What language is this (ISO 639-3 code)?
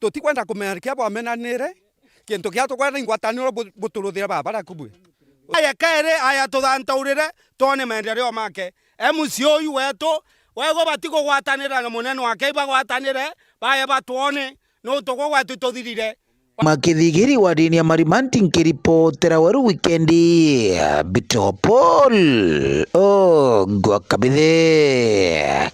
mer